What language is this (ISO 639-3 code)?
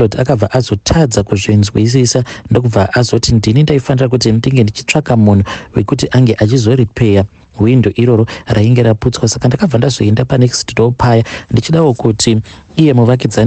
sna